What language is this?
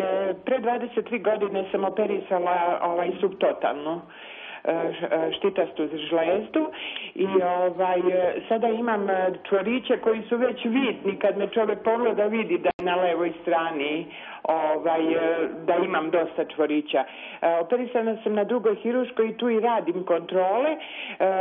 Serbian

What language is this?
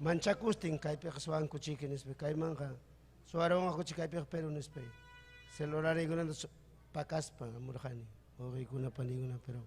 Ayacucho Quechua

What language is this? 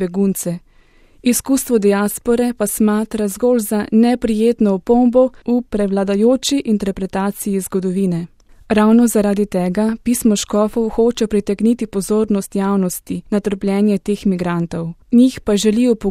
Slovenian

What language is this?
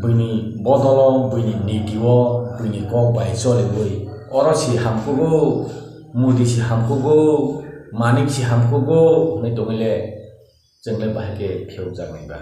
Kok Borok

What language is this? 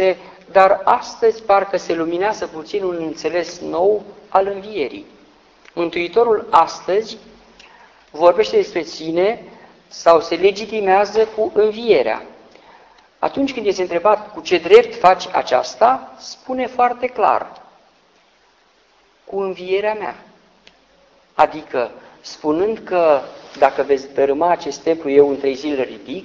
Romanian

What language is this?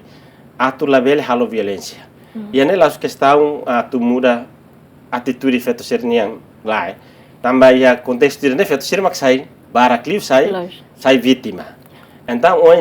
Tetum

